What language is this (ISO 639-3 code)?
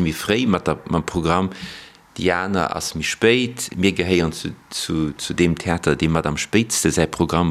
ltz